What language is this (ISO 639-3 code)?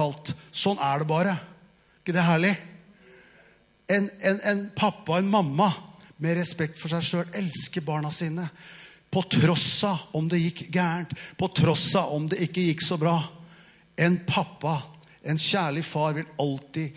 nor